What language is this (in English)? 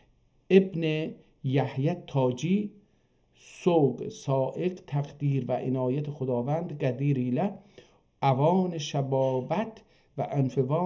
South Azerbaijani